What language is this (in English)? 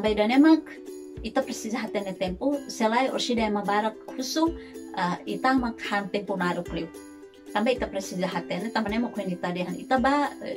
Tetum